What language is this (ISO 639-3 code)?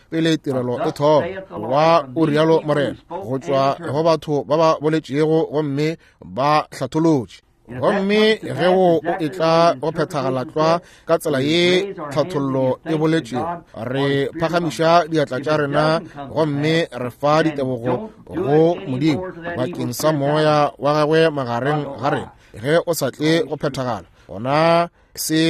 nso